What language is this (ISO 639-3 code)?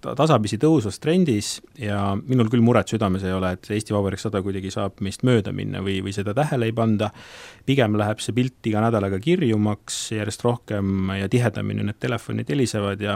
est